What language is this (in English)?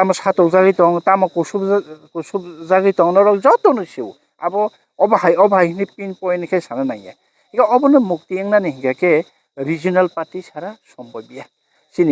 Kok Borok